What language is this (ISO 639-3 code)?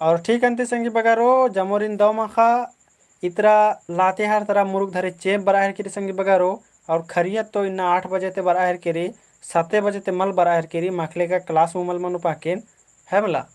kru